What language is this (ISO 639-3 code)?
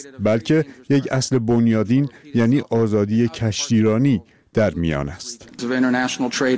fas